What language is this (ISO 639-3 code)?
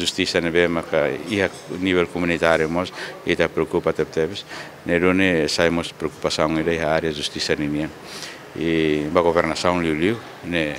tet